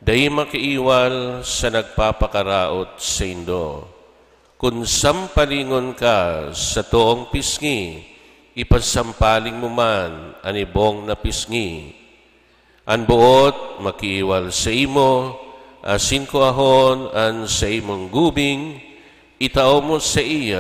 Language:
Bikol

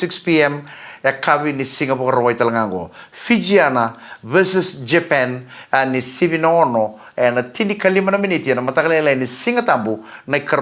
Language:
Fijian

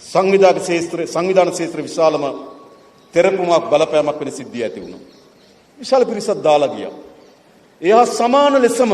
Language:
Sinhala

